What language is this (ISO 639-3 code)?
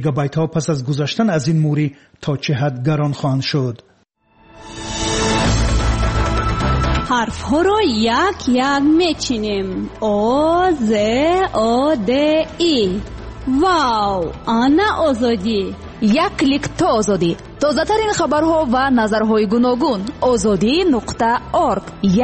fas